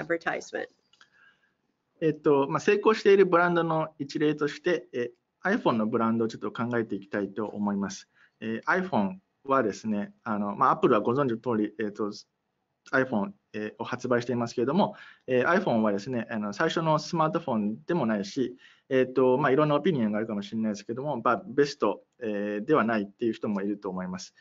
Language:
Japanese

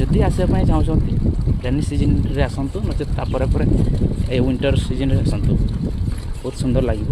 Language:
Odia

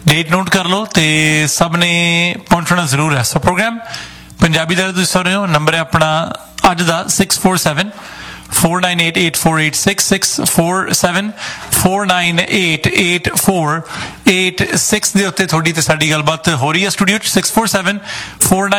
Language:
Punjabi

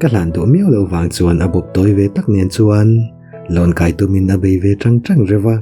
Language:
Mizo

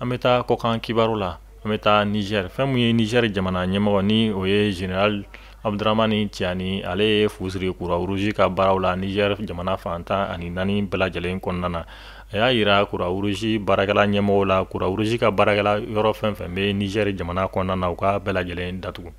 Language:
Bambara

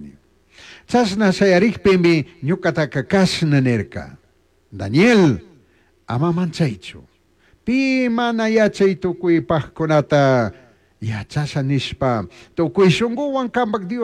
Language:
Chimborazo Highland Quichua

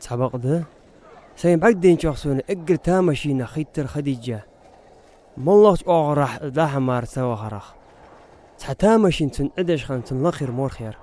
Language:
Ingush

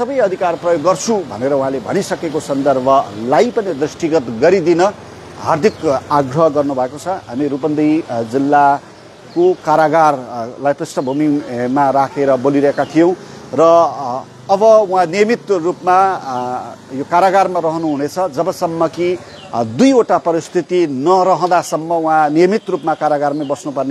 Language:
Nepali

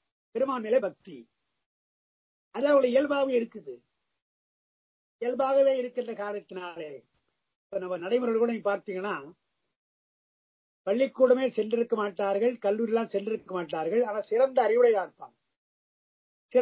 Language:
Tamil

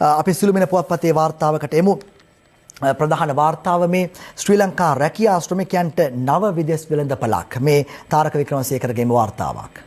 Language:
Sinhala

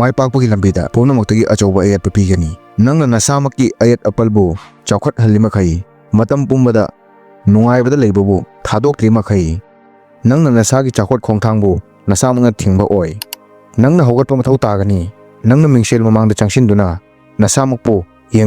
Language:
Manipuri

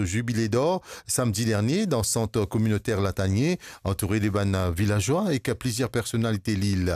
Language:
Morisyen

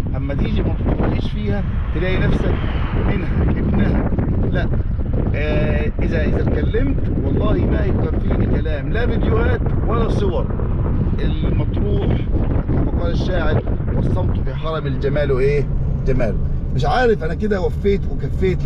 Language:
Egyptian Arabic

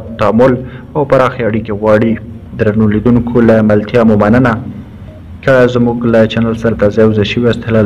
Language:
Pashto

